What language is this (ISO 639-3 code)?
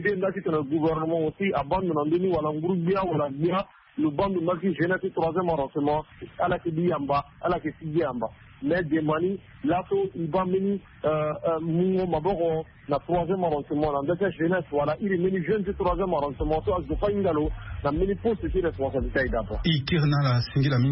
sag